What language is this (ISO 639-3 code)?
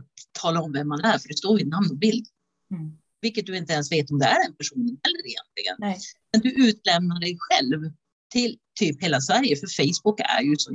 swe